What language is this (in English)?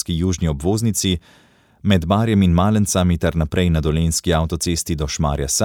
Slovenian